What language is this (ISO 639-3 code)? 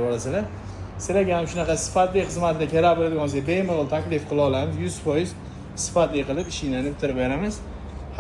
uzb